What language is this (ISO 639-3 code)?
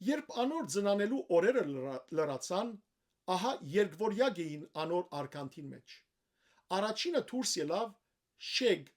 hyw